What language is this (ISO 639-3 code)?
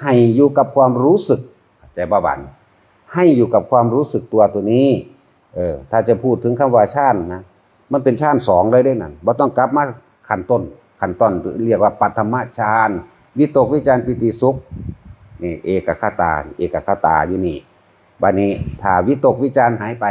tts